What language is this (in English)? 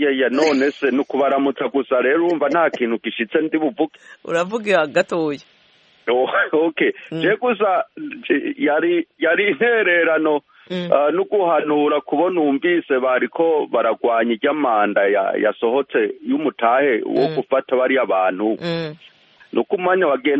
Kinyarwanda